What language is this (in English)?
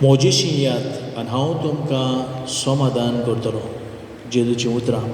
Konkani